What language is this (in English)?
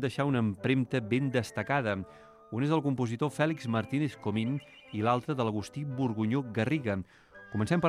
Catalan